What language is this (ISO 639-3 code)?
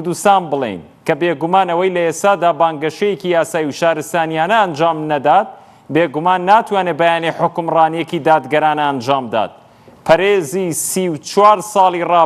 ckb